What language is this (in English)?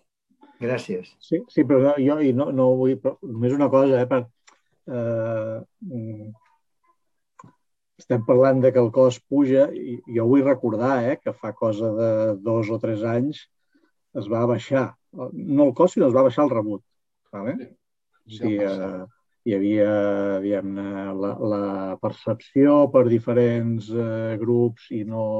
Catalan